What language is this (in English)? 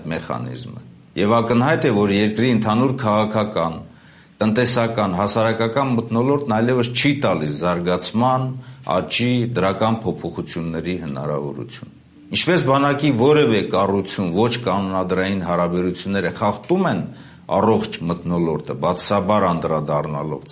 Armenian